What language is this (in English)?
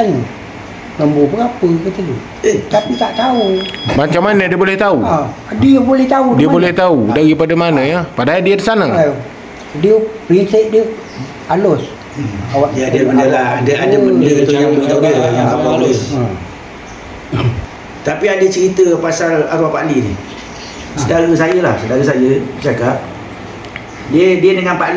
Malay